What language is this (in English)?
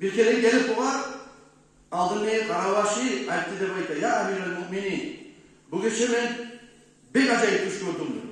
Kumyk